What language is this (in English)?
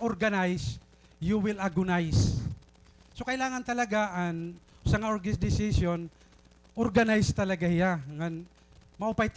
Waray